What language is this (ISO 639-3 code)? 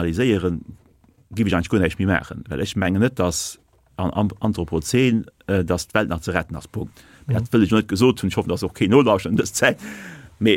ltz